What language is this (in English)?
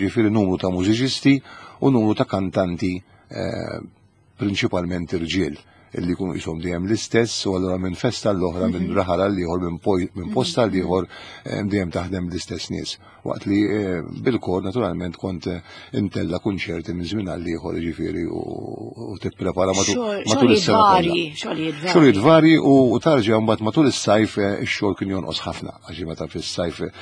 Maltese